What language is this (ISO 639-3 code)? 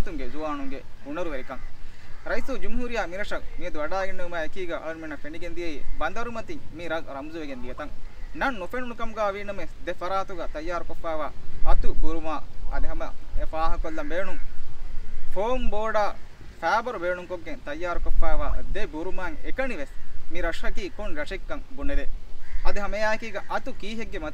div